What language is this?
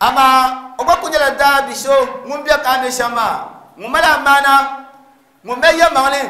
Dagbani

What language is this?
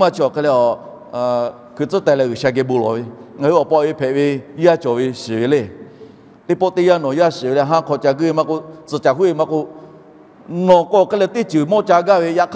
Lahu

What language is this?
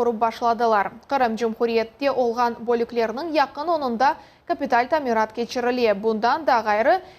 Crimean Tatar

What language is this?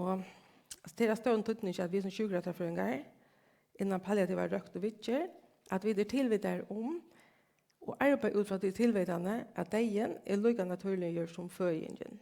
Faroese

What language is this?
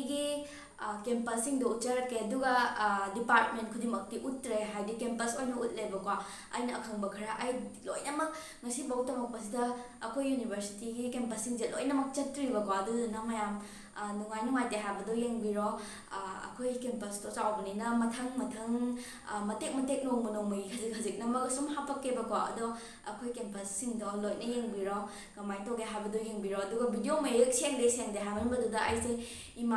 Manipuri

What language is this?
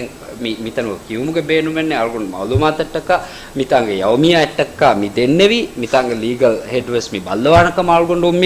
Divehi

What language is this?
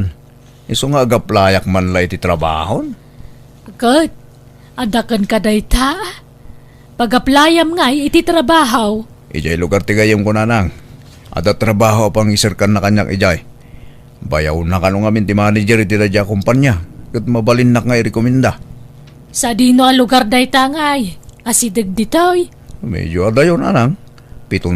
Iloko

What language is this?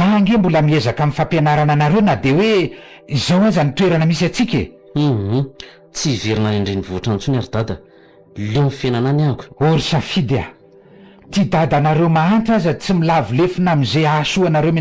Malagasy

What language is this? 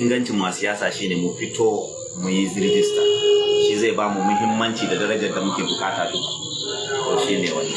Hausa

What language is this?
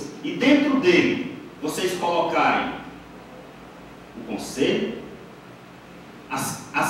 Portuguese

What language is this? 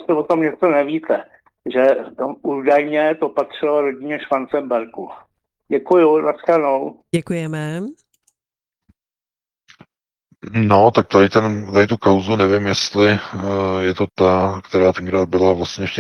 Czech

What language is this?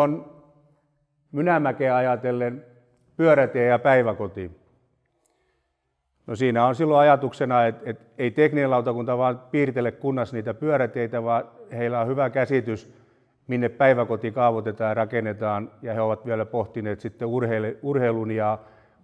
Finnish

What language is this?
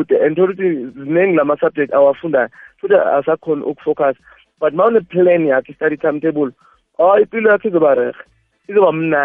South Ndebele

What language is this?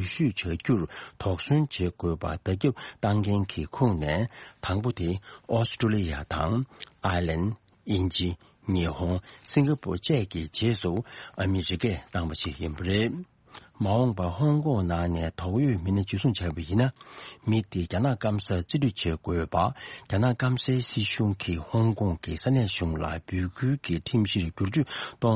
Tibetan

